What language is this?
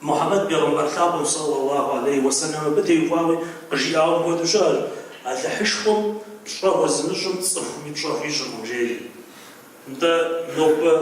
Kabardian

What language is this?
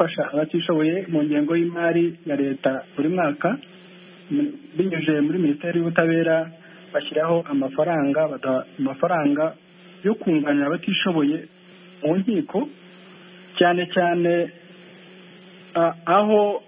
Kinyarwanda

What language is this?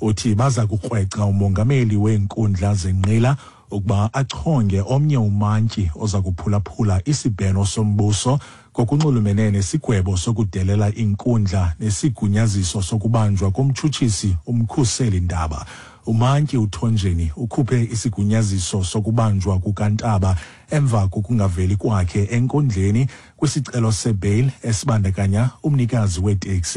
Xhosa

